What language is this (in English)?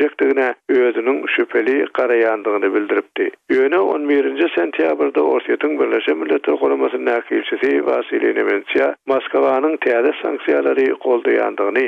Turkmen